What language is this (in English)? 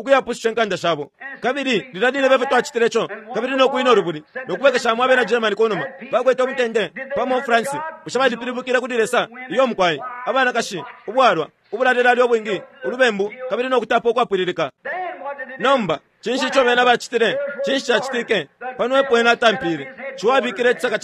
Bemba